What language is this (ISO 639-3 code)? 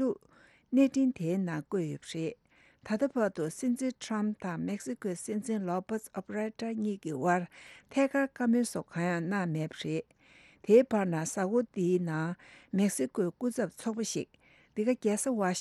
bod